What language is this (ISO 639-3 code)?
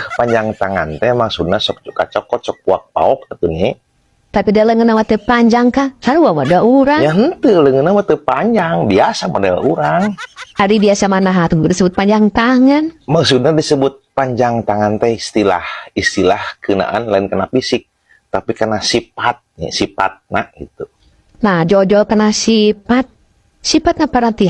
sun